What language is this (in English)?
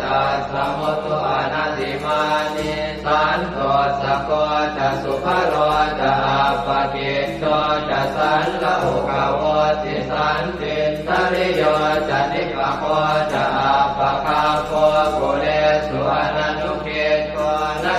Pali